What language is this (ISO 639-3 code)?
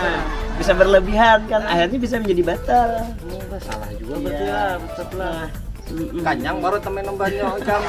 bjn